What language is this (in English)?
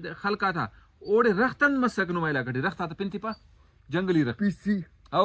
Brahui